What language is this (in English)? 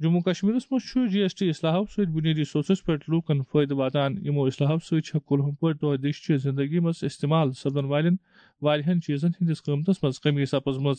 Kashmiri